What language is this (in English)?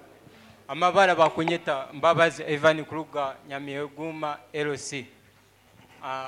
Nyoro